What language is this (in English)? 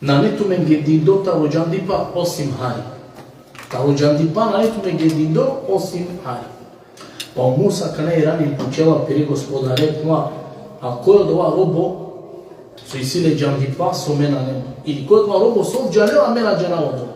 Balkan Romani